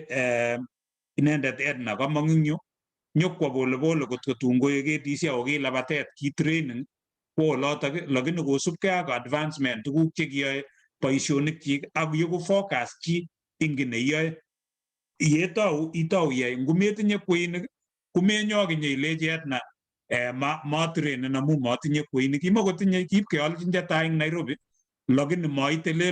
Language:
Kalenjin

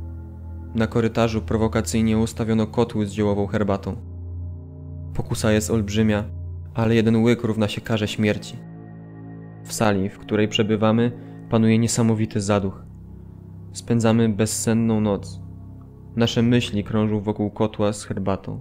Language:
Polish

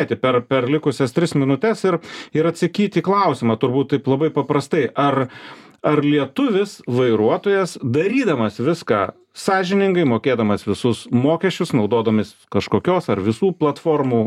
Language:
Lithuanian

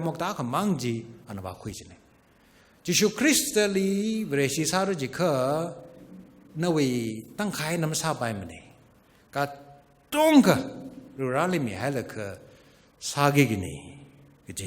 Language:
Tangkhul Naga (India)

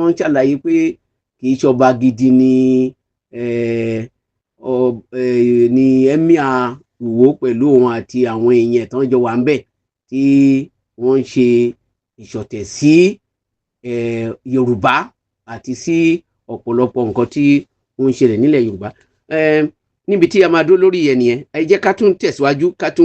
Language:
Yoruba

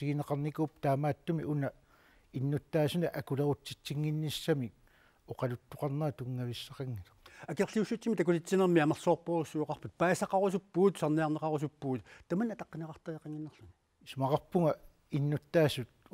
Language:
Kalaallisut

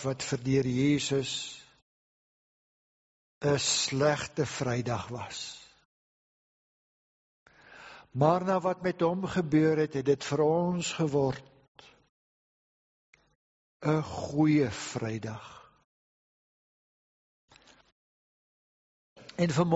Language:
Afrikaans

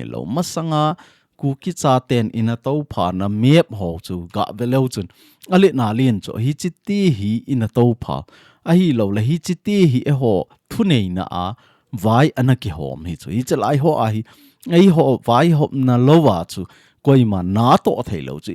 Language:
Thado Chin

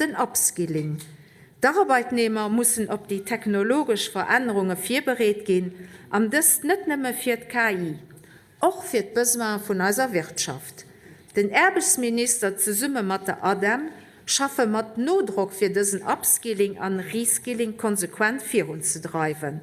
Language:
Luxembourgish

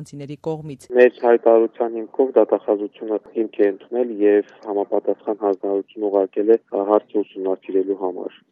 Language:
Armenian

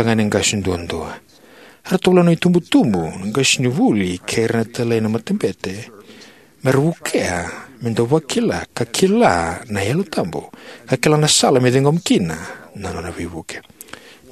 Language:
Fijian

